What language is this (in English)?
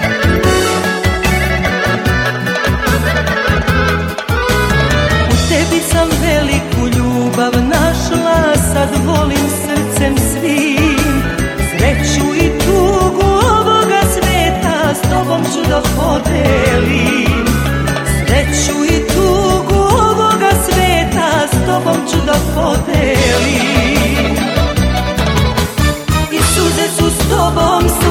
Serbian